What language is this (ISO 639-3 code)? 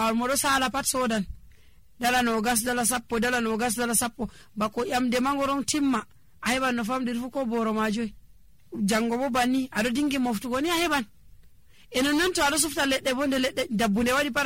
fuv